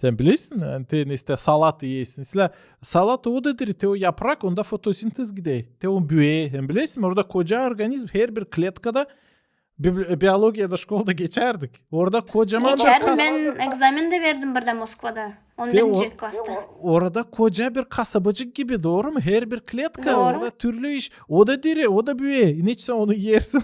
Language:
Gagauz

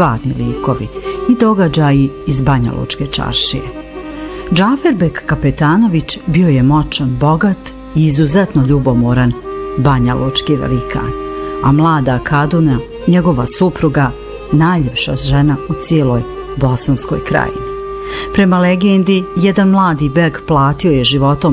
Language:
Bosnian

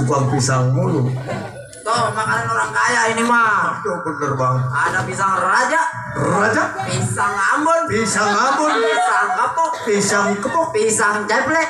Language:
Betawi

